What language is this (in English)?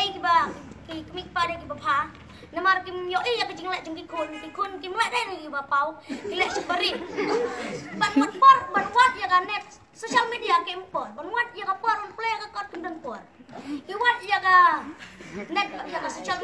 Khasi